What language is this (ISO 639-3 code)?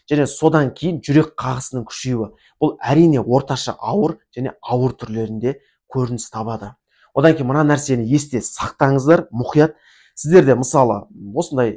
kaz